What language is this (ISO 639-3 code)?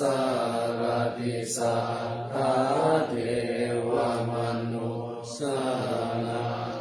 pli